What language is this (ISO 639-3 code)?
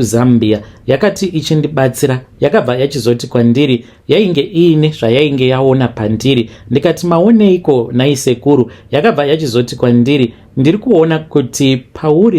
sna